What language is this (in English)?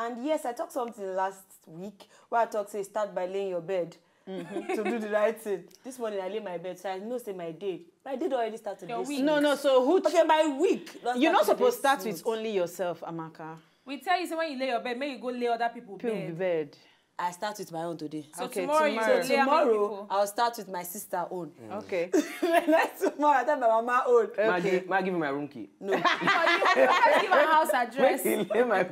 Nigerian Pidgin